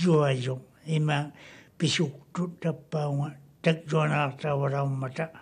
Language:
Māori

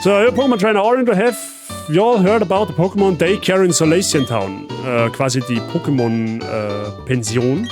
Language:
Bavarian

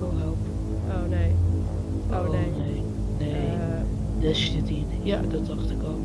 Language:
Western Frisian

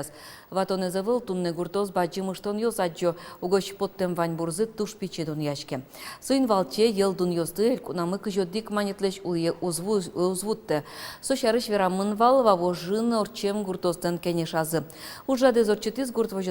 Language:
Udmurt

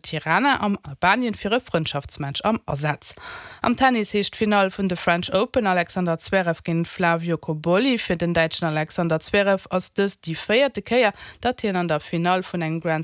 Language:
Luxembourgish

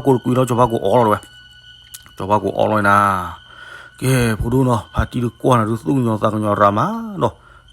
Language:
S'gaw Karen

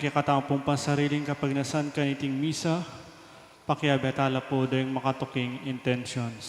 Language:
Pampanga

